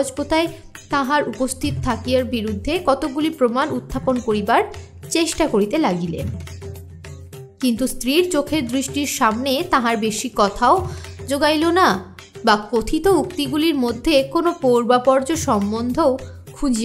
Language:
Bangla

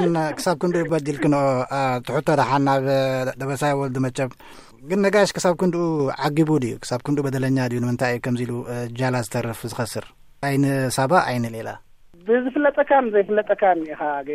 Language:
Tigrinya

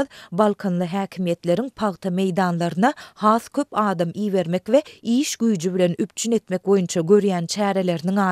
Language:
Turkmen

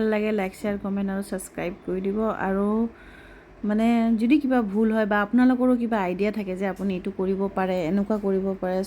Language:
Assamese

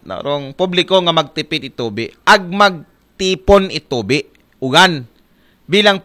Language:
Aklanon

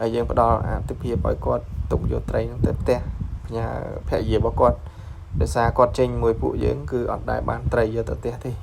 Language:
Khmer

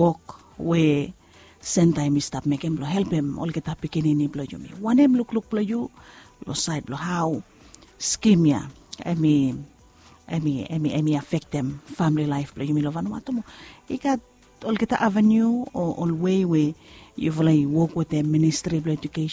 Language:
Bislama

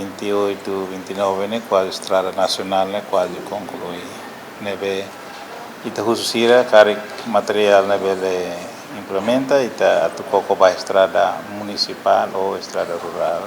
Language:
Tetum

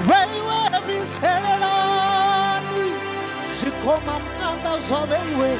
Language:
Venda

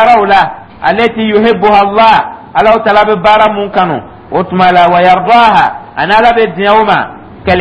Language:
Dyula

